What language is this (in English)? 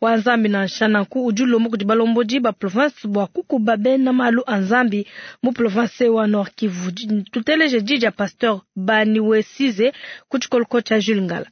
Luba-Lulua